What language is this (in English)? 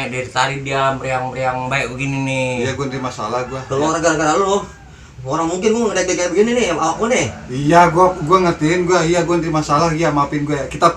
Betawi